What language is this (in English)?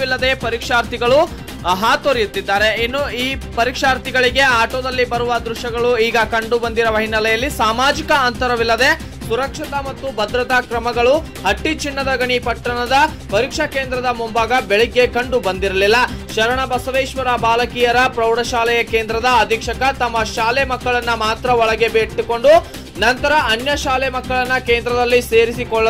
Kannada